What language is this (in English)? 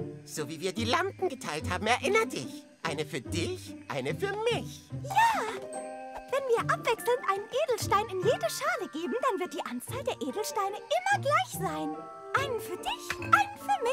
German